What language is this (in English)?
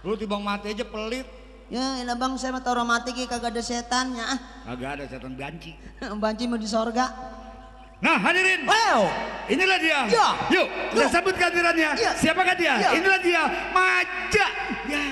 Betawi